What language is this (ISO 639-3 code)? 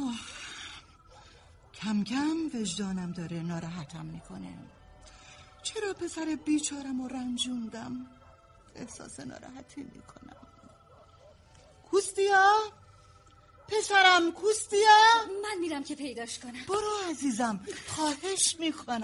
fas